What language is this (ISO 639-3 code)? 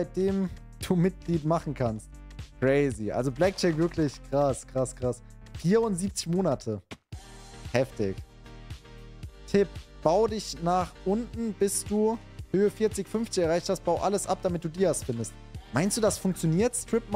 deu